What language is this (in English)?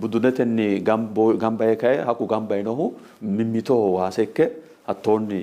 Sidamo